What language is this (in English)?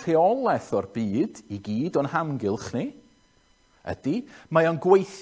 Welsh